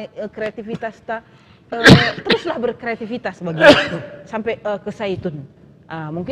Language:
Batak Karo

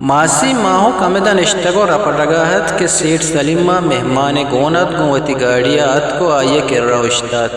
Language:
Eastern Balochi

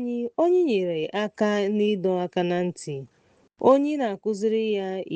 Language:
Igbo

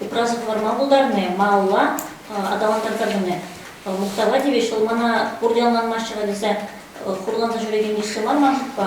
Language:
Chuvash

